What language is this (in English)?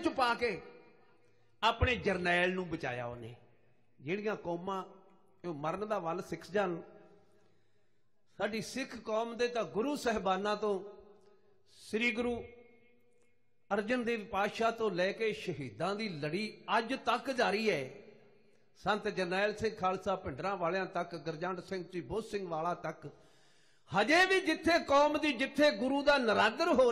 Punjabi